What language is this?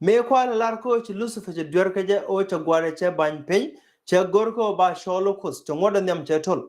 Nuer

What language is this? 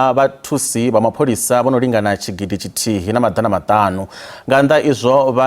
Venda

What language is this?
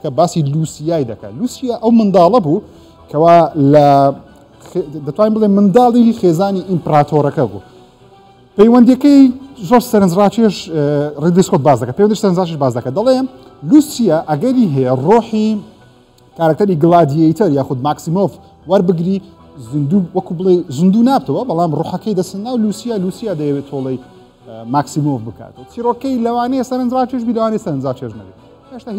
Central Kurdish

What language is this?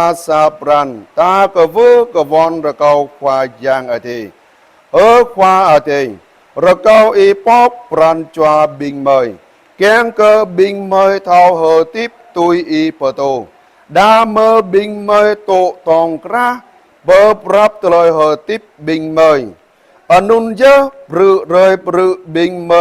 Jarai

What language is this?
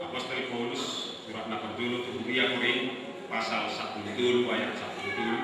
Batak Toba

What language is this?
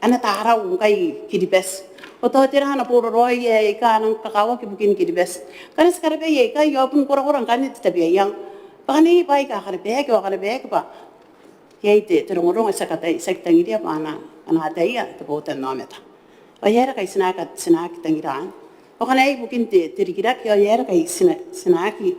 Gilbertese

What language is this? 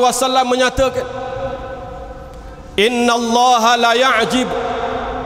Malay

